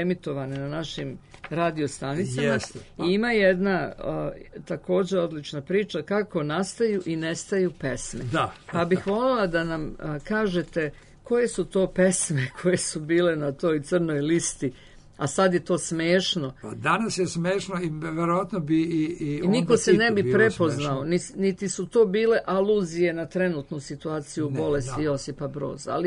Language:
Serbian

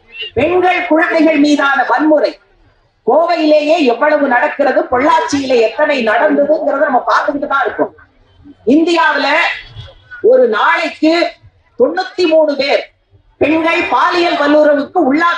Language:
Tamil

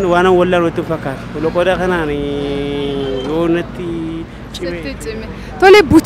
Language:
Oromo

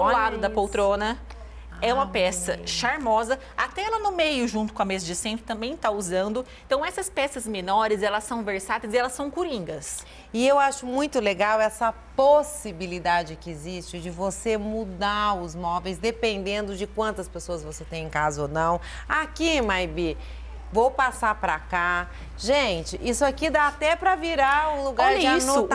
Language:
Portuguese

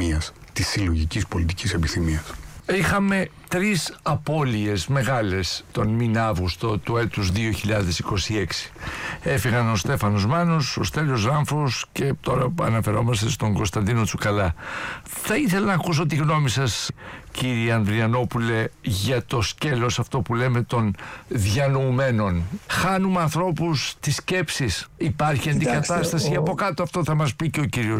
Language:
Greek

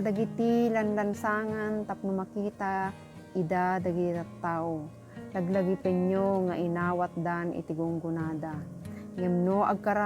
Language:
Iloko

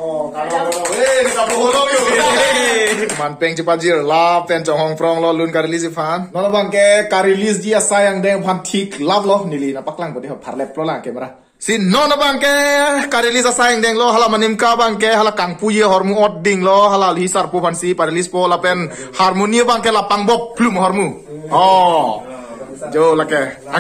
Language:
Karbi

